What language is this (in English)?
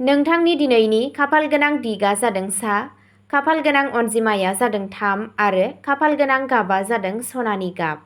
Bodo